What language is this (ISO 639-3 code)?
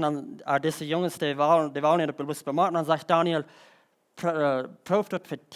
pdt